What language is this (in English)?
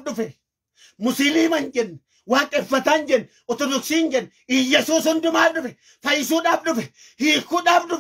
Oromo